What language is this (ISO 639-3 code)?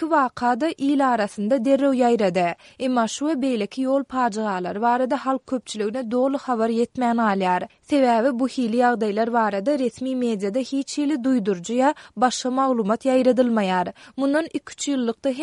tuk